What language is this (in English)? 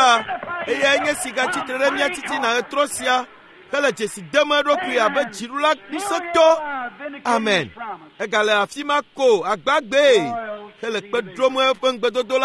Ewe